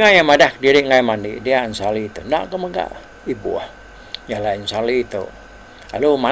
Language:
Iban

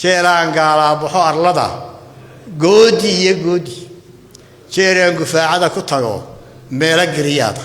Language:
Somali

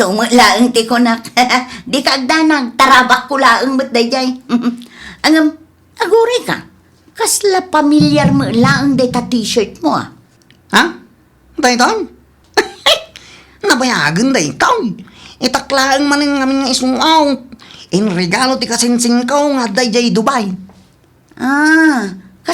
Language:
Iloko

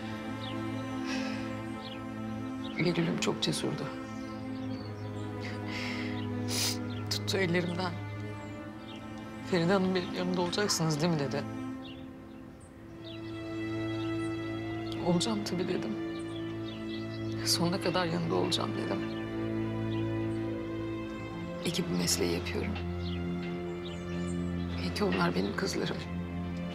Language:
Turkish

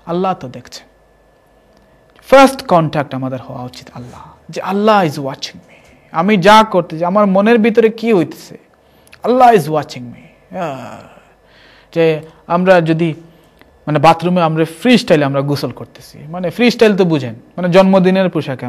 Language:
Bangla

